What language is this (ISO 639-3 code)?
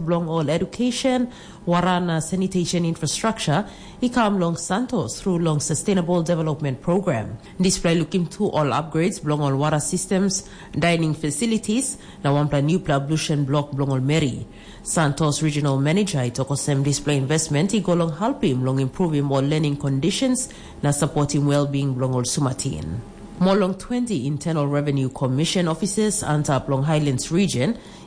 tpi